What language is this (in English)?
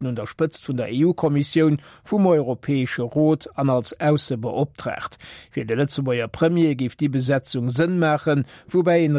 Luxembourgish